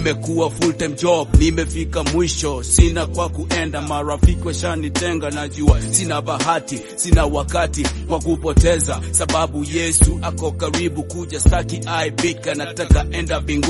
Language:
Swahili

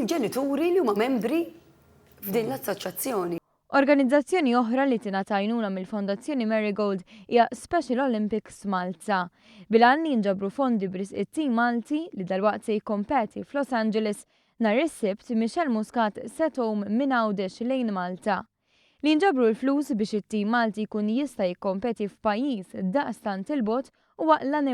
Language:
Maltese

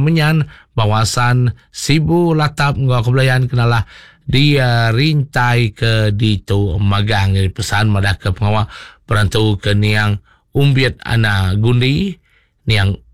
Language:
Iban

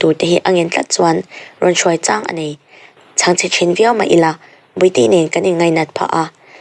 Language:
Mizo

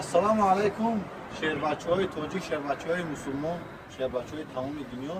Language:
Tajik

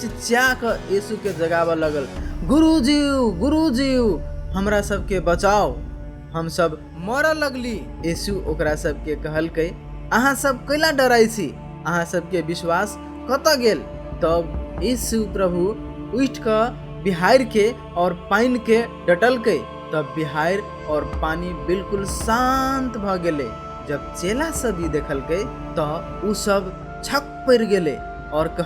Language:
Maithili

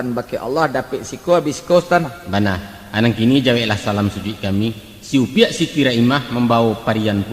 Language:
Minangkabau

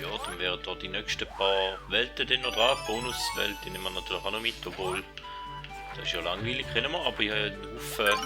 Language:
Swiss German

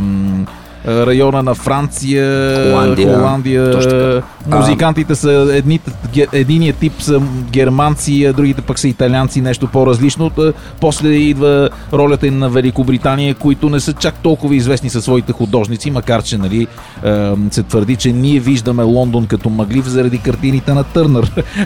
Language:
Bulgarian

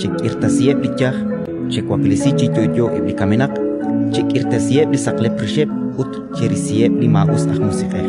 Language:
Kekchí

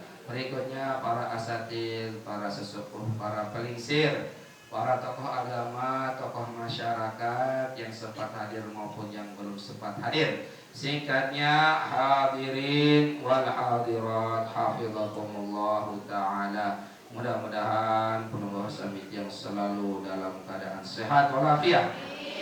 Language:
Sasak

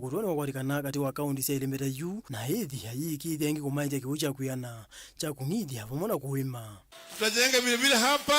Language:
Kamba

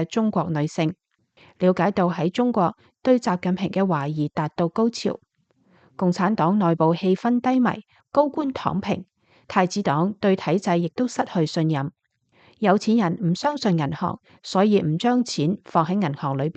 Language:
Cantonese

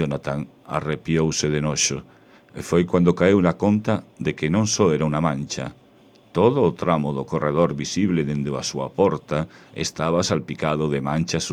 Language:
Galician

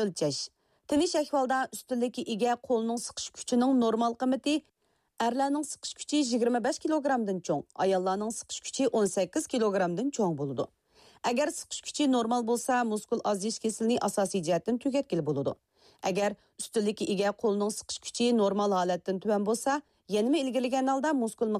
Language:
Uyghur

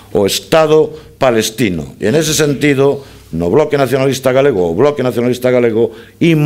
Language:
Galician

